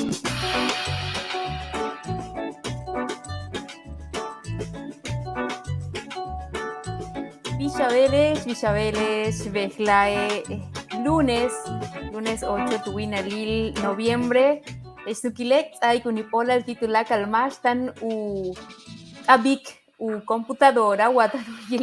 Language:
Yucateco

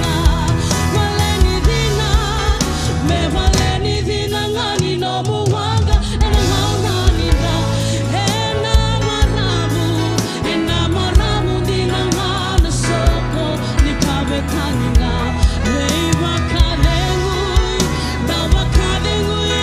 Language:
Fijian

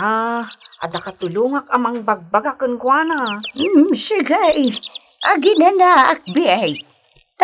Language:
Iloko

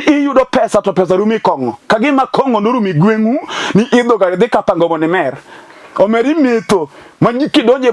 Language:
Luo (Kenya and Tanzania)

